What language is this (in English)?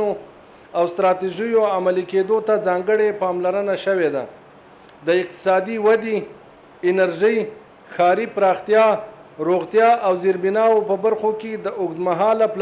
Pashto